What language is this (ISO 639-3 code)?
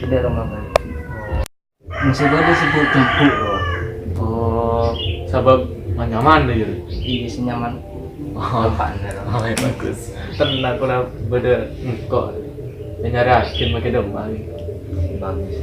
mad